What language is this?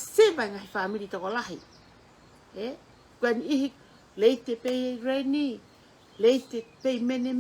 Tongan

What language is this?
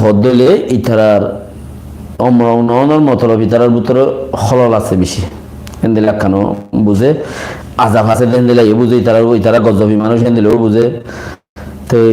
Rohingya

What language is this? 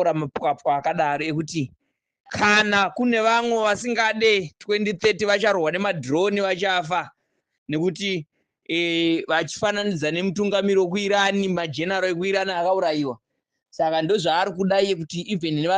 Shona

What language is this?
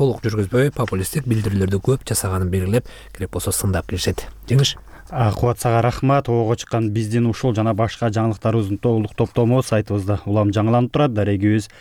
Kyrgyz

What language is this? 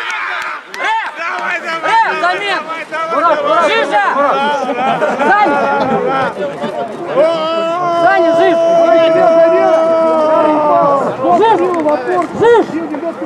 Russian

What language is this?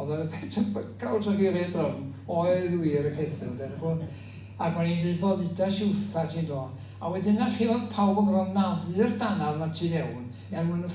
Welsh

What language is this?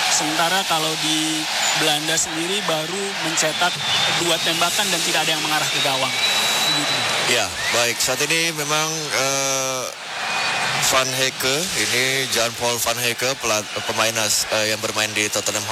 Indonesian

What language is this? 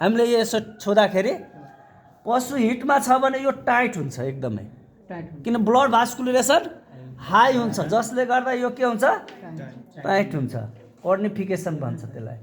Nepali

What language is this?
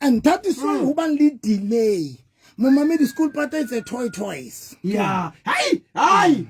Southern Sotho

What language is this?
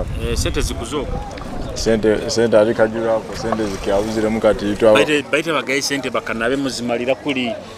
Nyoro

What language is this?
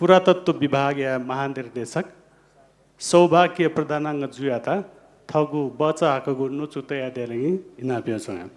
Newari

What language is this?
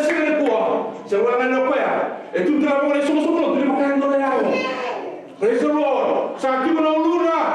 Fijian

